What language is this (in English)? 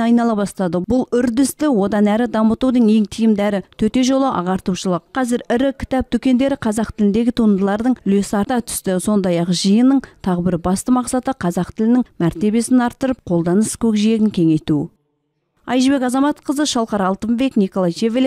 Kazakh